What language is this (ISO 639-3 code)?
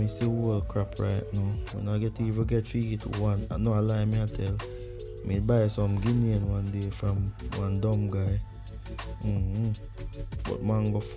jam